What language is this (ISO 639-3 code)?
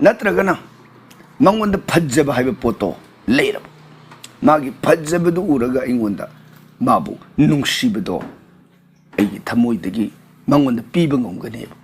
mni